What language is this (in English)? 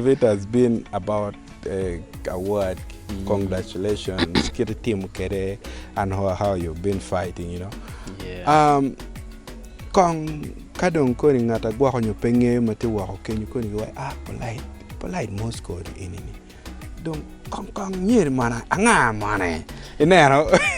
Acoli